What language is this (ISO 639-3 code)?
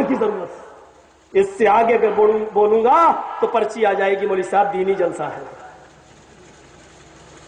urd